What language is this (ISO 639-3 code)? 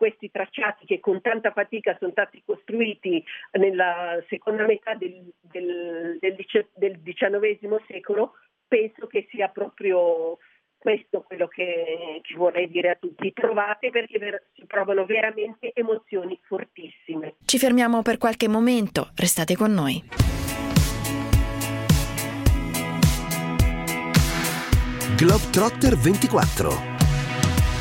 ita